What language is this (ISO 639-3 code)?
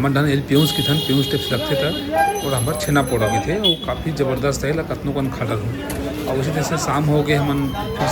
hne